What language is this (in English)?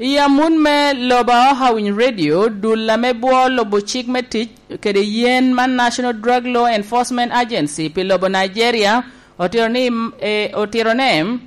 Lango (Uganda)